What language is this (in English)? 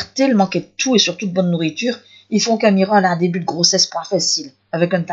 Picard